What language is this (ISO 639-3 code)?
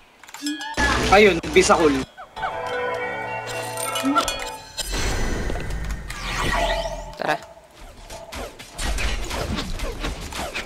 fil